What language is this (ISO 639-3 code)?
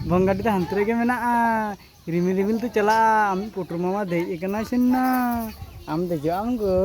sat